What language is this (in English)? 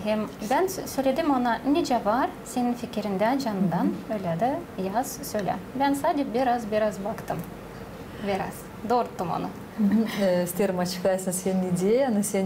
Gagauz